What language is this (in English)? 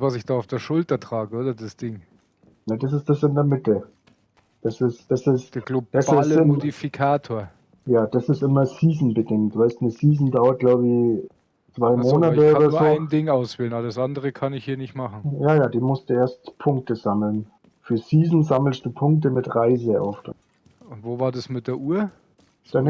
Bavarian